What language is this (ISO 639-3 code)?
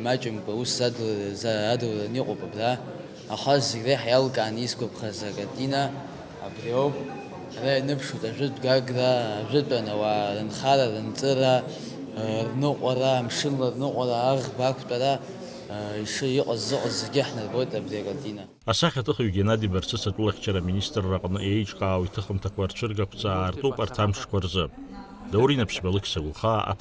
abk